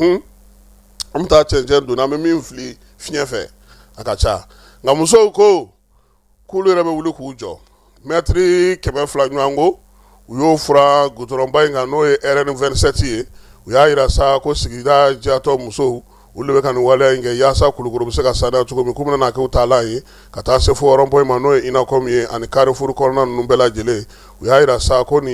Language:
Bambara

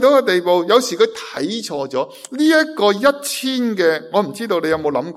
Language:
Cantonese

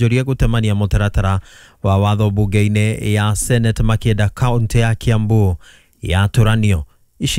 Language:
Kikuyu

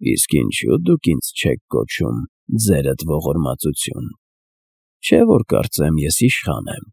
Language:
Armenian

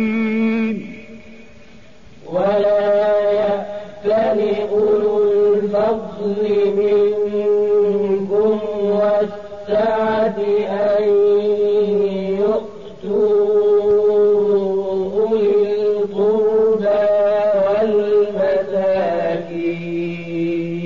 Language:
Arabic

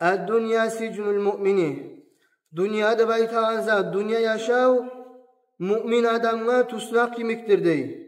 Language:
Kumyk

